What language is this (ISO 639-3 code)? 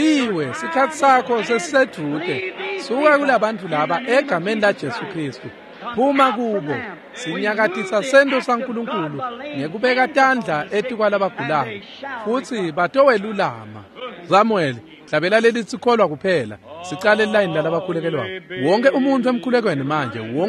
ssw